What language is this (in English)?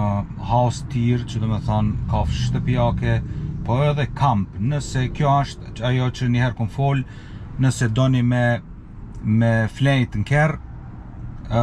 Albanian